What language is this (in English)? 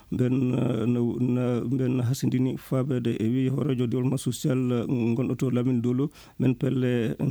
Fula